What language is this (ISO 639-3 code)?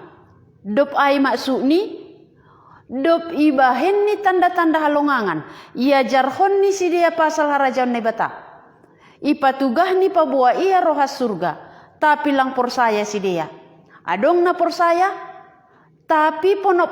bts